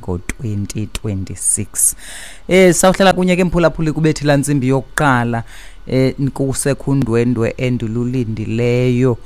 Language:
Xhosa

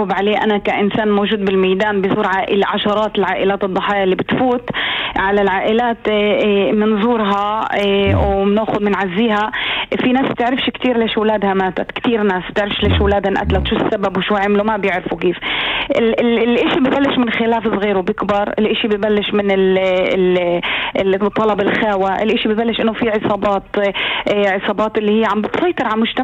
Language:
North Levantine Arabic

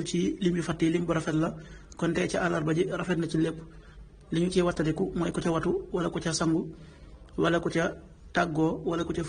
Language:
Wolof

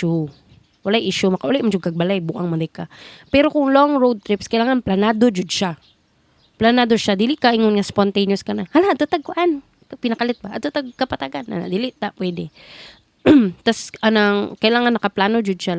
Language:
Cebuano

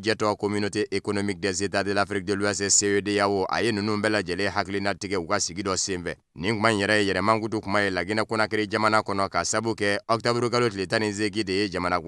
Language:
Bambara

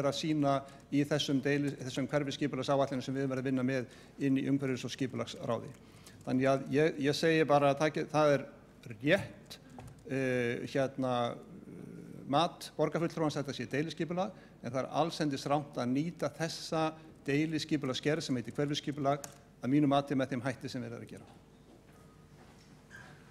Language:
Icelandic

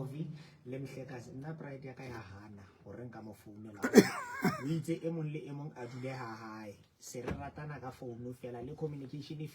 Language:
Southern Sotho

